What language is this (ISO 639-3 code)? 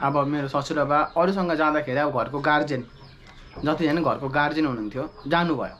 nep